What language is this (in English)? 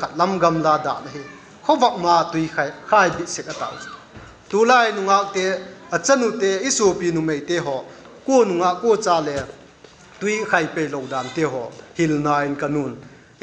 Vaiphei